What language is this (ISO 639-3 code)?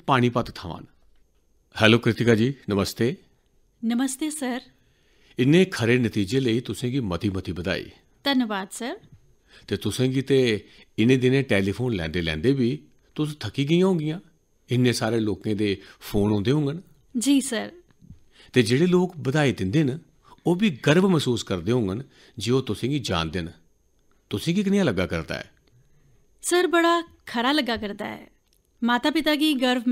doi